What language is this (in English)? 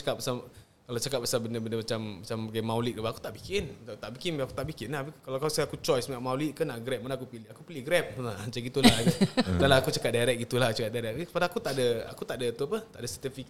Malay